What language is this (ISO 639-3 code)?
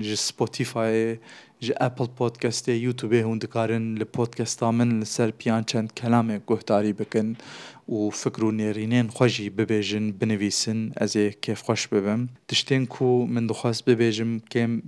kur